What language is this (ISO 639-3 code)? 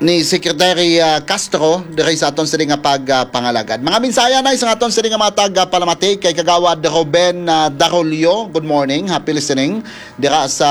hil